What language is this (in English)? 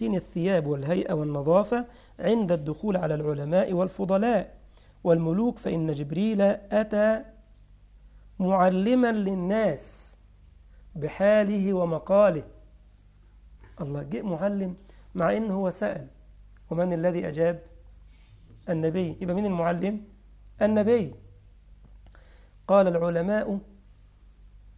Arabic